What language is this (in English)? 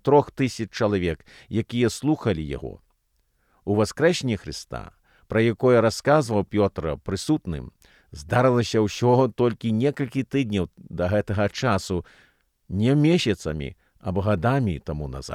Belarusian